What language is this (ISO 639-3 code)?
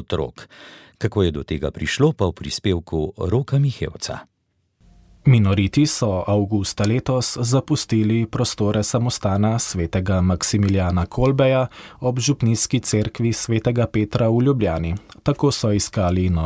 slv